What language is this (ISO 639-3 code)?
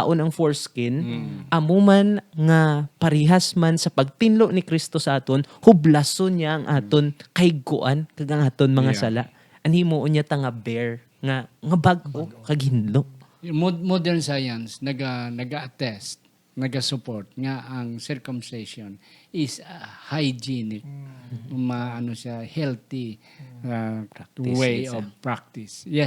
hil